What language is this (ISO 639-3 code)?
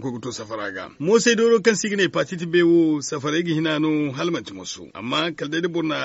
dje